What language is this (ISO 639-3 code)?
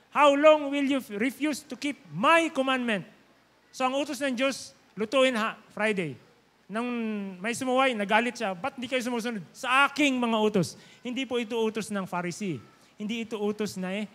fil